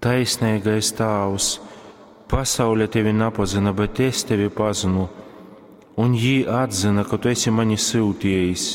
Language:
Latgalian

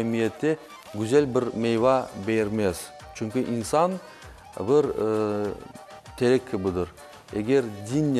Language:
Crimean Tatar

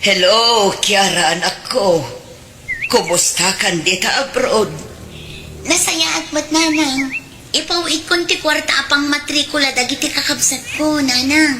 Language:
Iloko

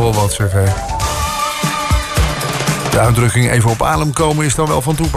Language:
Dutch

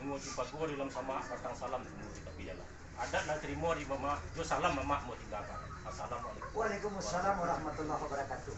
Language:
Minangkabau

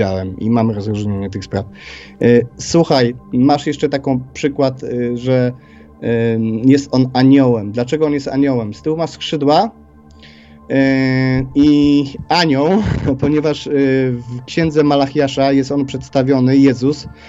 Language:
Polish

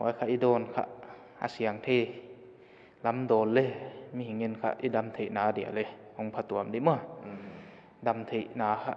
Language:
Paite Chin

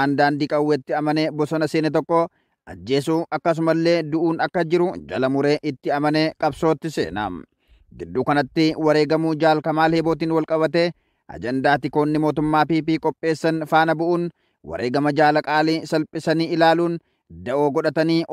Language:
Oromo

